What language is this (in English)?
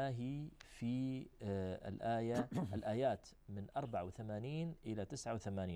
Arabic